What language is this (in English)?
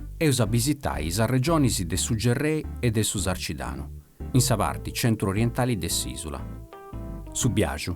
Sardinian